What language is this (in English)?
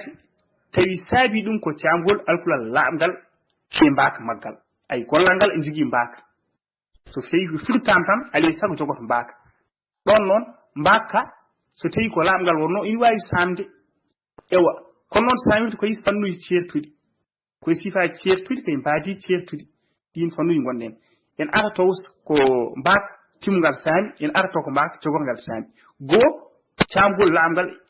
Fula